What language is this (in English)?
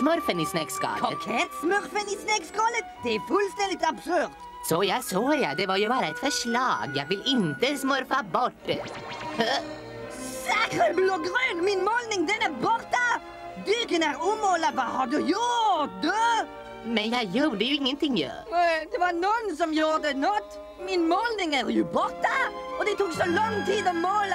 Swedish